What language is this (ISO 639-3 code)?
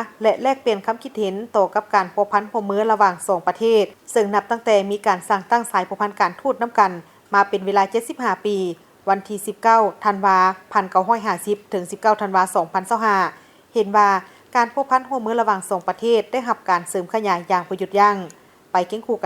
lao